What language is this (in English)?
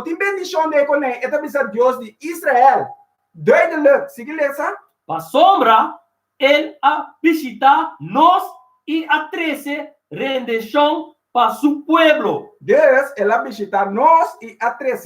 Papiamento